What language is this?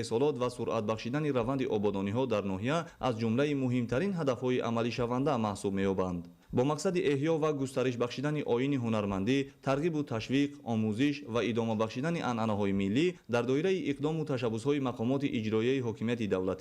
Tajik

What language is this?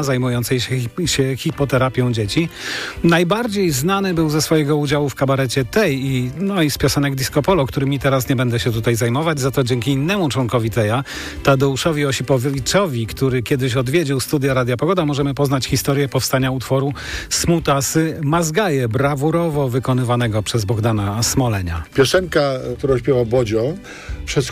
Polish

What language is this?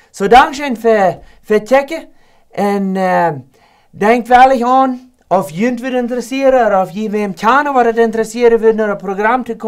Plautdietsch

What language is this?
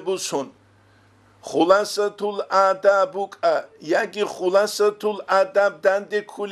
Avaric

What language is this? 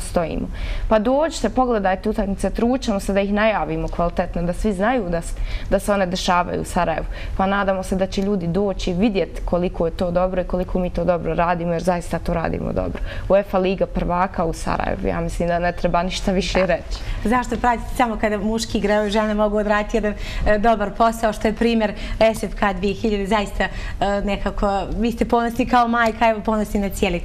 Bosnian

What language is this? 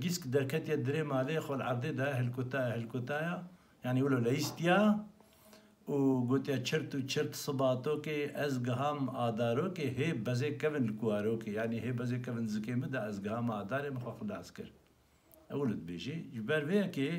Kurdish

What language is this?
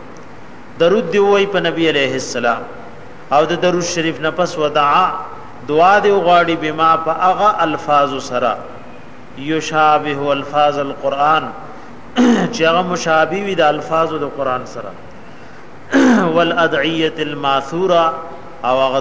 Pashto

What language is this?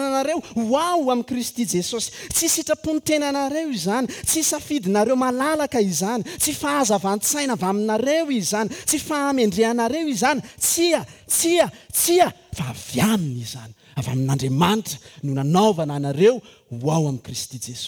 Malagasy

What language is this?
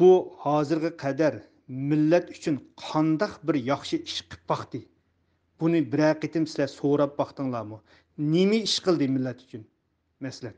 Uyghur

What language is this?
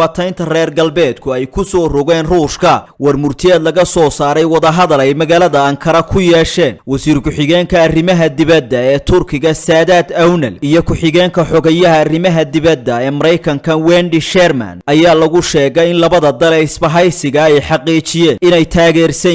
Somali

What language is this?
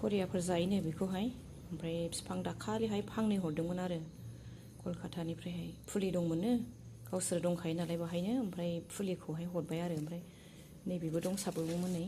Bodo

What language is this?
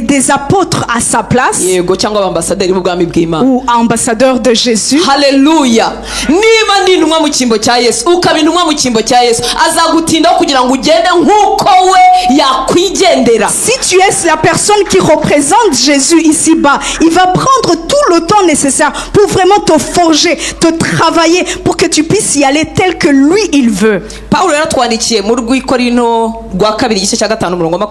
Kinyarwanda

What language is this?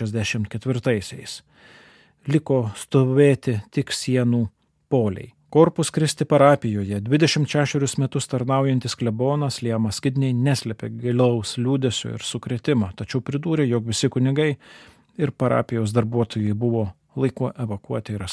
Lithuanian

